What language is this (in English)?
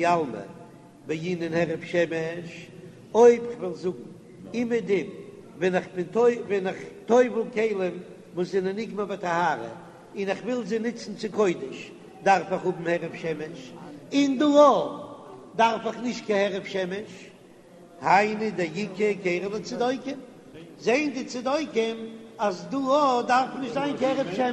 Yiddish